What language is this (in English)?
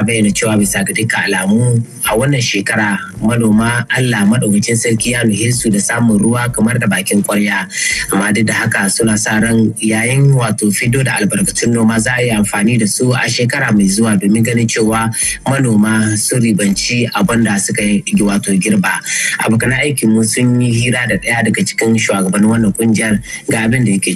Hausa